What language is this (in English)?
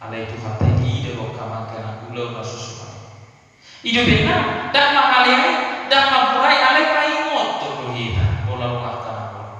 Batak Toba